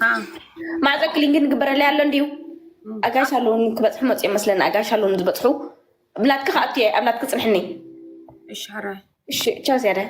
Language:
Tigrinya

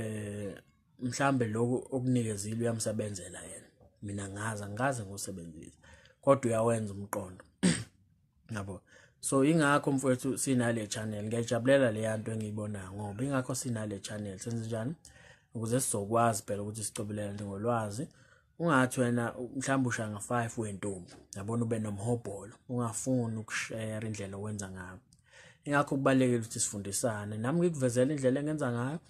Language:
Zulu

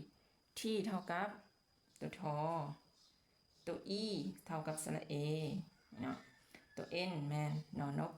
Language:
Lao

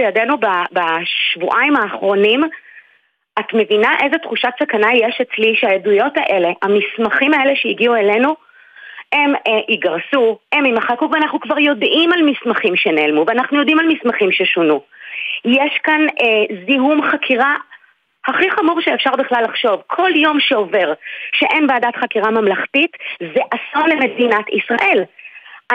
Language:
Hebrew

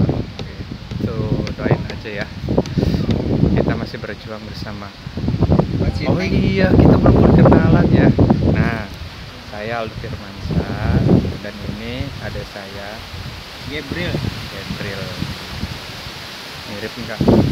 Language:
Indonesian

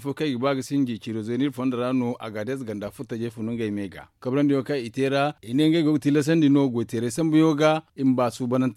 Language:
Zarma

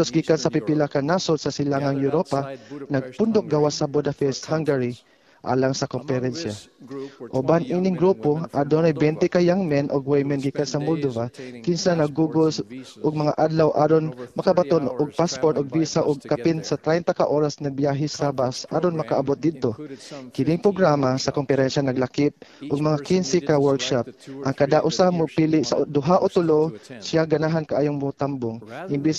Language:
Cebuano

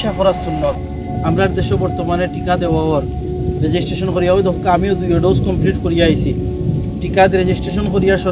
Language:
Sylheti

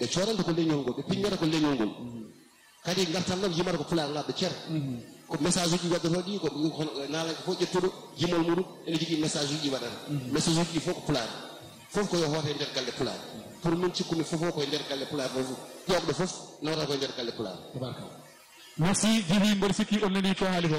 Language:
Fula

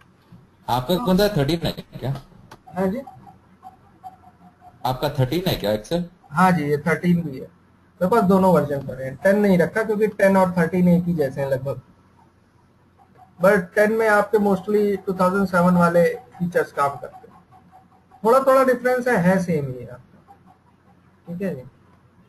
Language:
Hindi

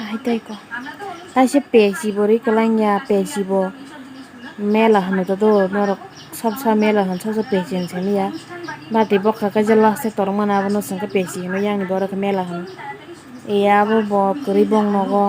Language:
Kok Borok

